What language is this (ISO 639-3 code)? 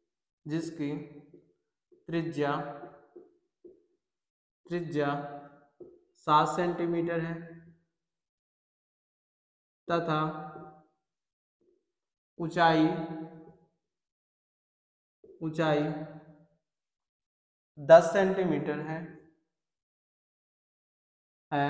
hin